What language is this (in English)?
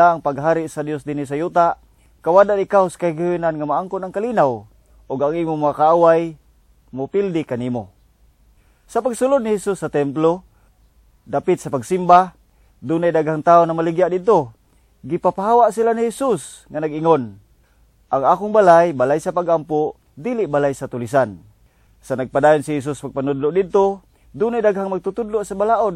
Cebuano